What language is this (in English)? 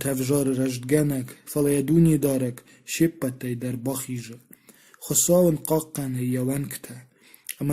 Ossetic